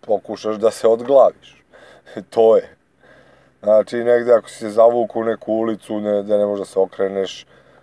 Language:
Serbian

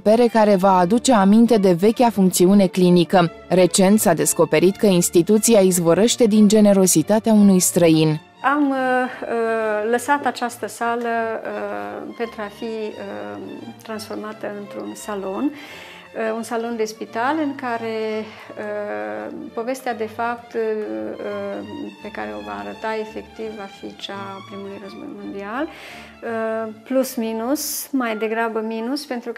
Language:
Romanian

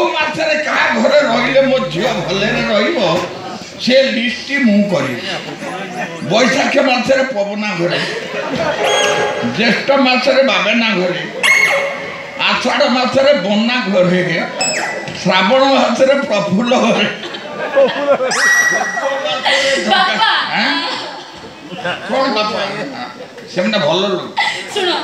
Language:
Odia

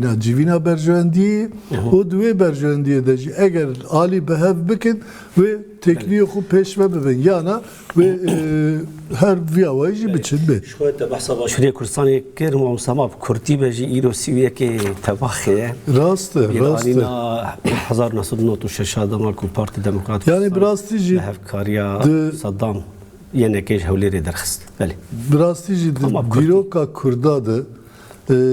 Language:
Kurdish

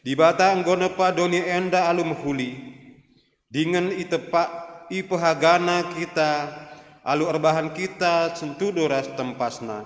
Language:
Batak Karo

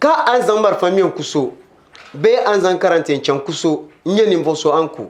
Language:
Dagbani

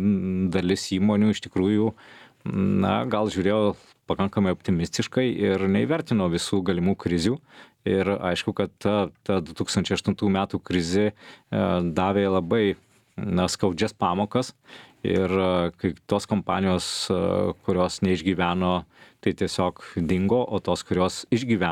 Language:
Lithuanian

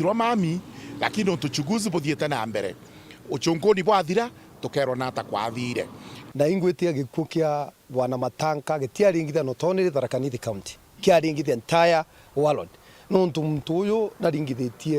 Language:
Meru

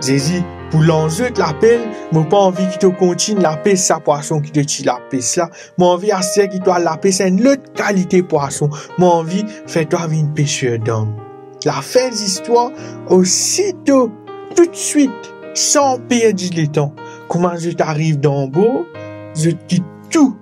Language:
Morisyen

